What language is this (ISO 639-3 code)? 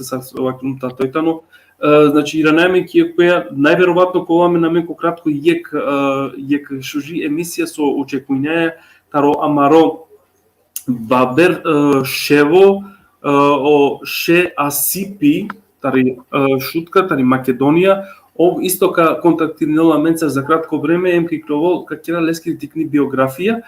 rmn